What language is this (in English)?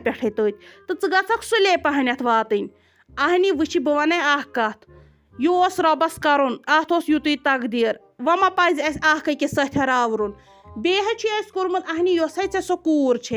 Kashmiri